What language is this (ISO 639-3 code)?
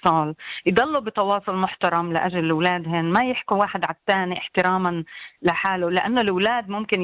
apc